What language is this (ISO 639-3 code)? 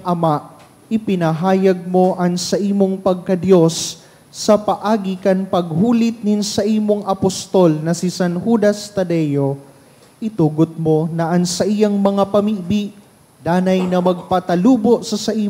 bik